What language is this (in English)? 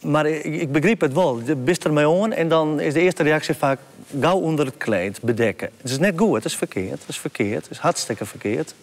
Western Frisian